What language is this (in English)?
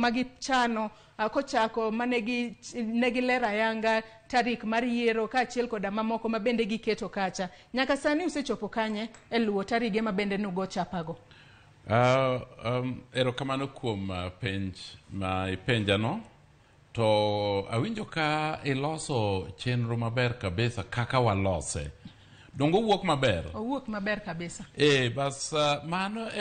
Luo (Kenya and Tanzania)